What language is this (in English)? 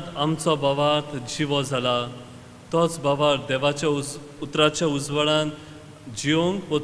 Konkani